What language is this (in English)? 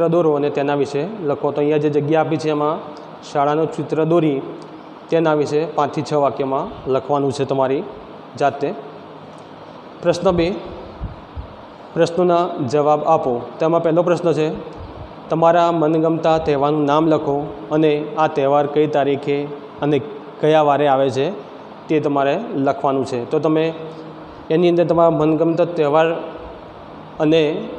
Gujarati